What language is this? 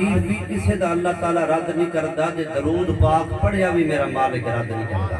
Saraiki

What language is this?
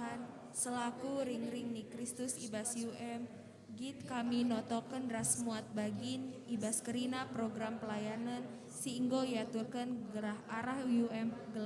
Batak Karo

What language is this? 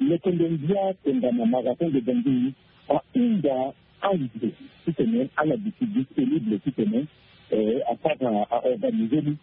Sango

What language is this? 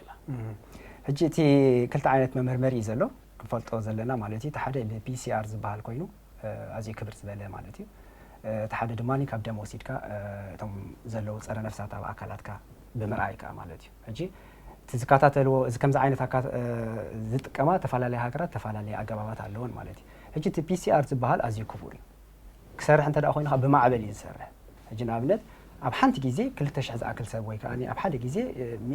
Tigrinya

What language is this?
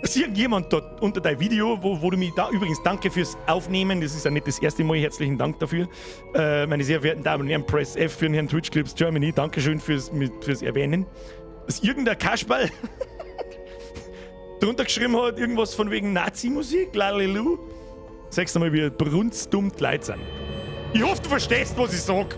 Bavarian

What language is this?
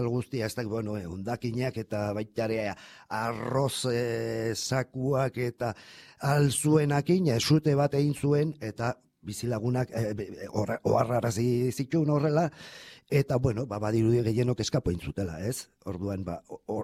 Basque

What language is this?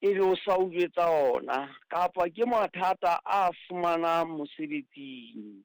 Southern Sotho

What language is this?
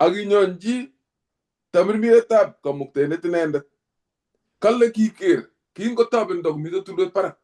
Kalenjin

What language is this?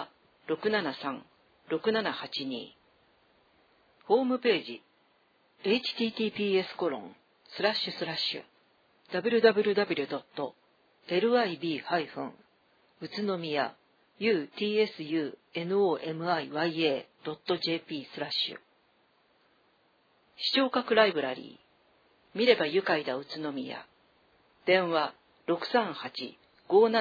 Japanese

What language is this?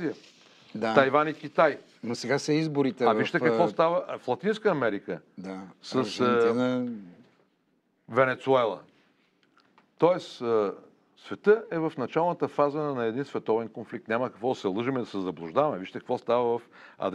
Bulgarian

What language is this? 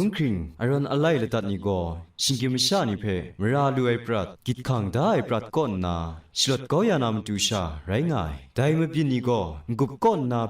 Kachin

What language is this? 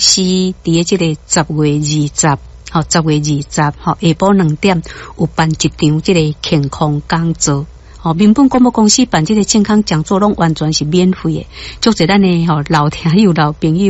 Min Nan Chinese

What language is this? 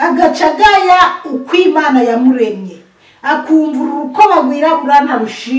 Rundi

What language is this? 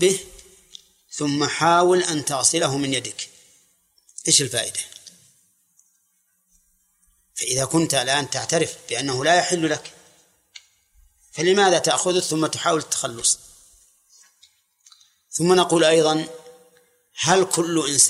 Arabic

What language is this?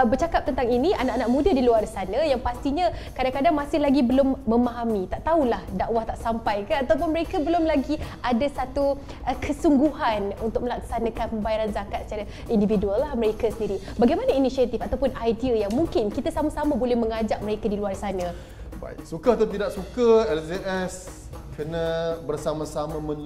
Malay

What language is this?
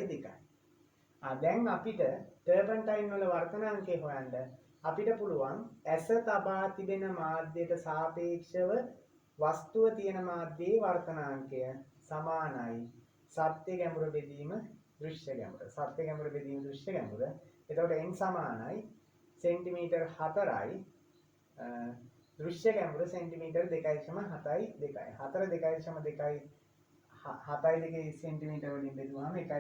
Sinhala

